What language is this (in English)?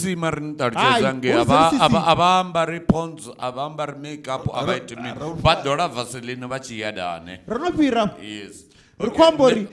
Venda